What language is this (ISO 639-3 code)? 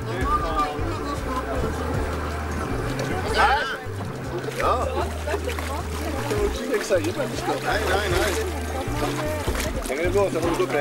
nor